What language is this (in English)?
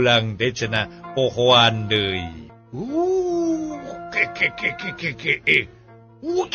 Sundanese